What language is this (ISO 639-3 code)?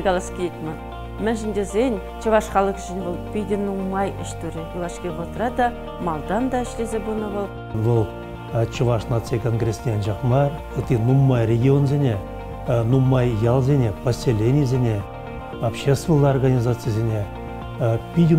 chv